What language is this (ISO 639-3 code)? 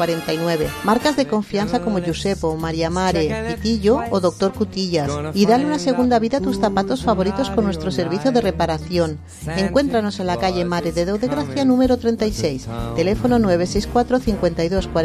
spa